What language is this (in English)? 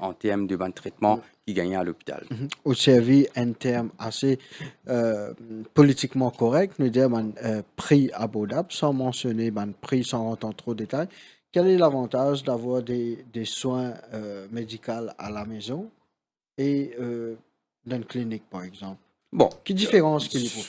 Morisyen